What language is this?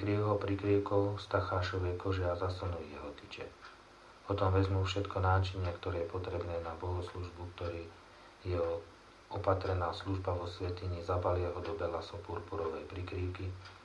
Slovak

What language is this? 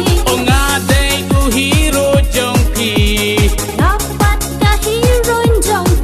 Khasi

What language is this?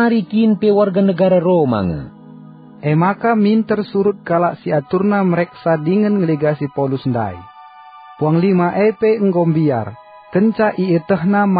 Batak Karo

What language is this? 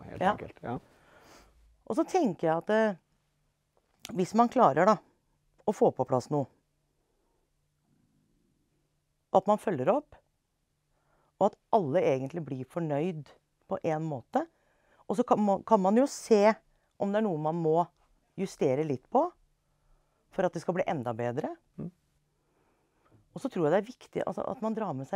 Norwegian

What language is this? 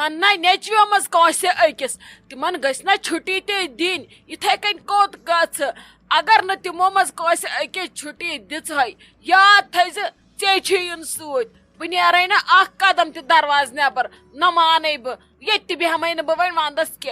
Kashmiri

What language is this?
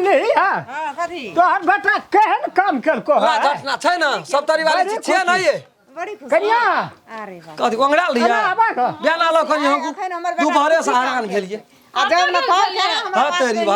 Maithili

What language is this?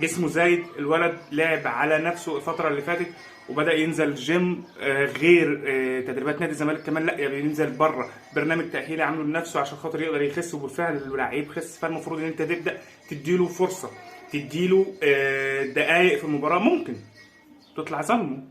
Egyptian Arabic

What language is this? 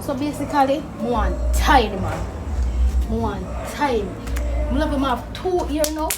Jamaican Creole English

